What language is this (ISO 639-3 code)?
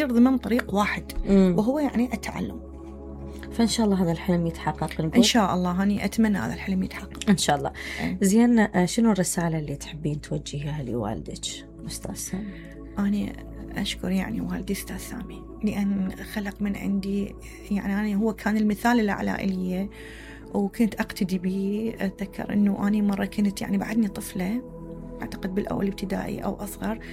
acm